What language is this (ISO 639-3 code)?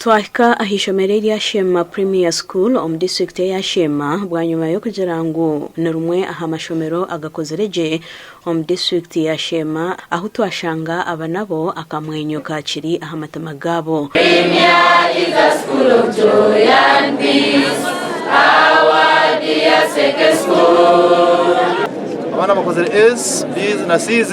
nyn